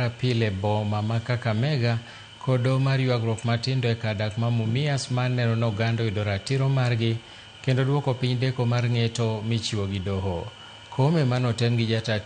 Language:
Luo (Kenya and Tanzania)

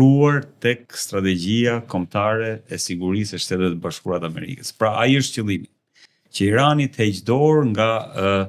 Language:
Albanian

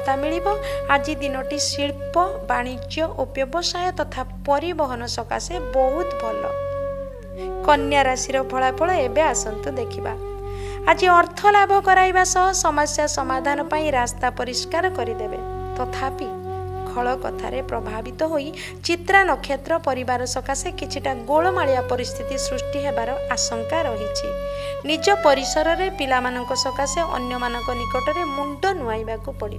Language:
Odia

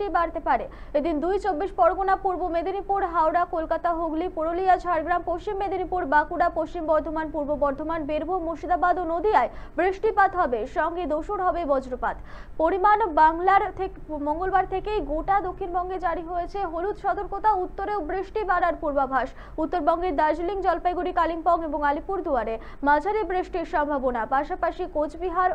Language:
Bangla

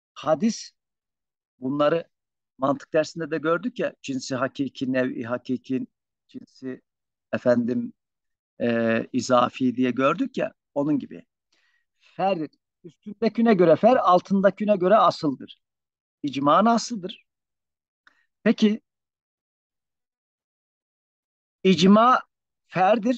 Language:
Turkish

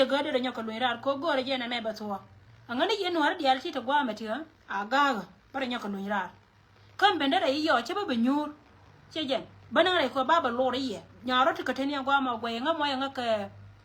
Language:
Nuer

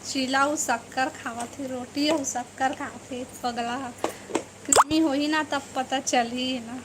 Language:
Chhattisgarhi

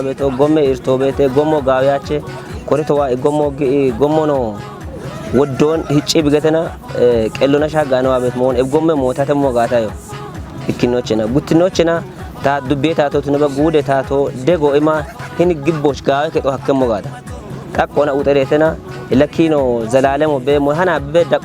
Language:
Kafa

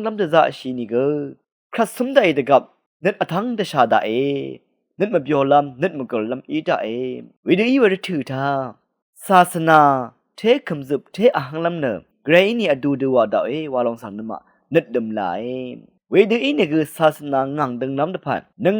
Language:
Rawang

